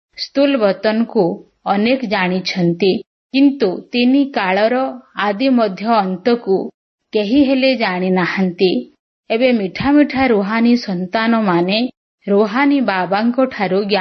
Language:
Odia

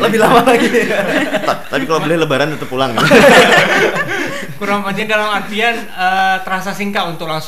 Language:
Indonesian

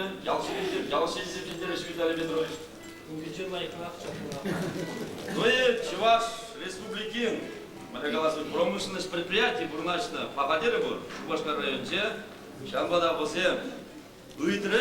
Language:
Chuvash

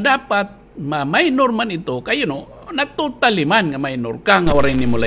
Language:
Waray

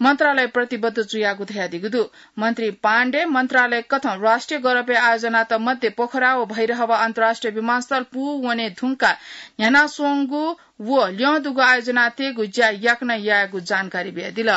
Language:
Newari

